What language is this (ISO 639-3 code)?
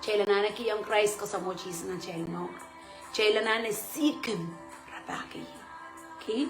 pon